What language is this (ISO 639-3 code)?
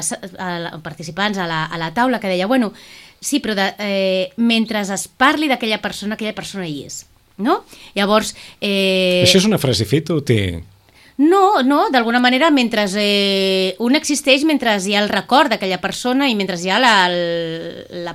cat